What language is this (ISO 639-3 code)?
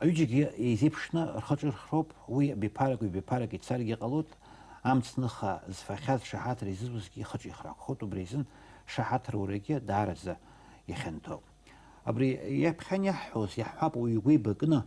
abk